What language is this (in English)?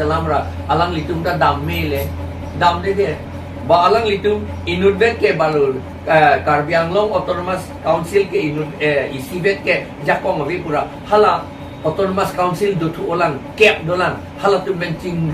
Karbi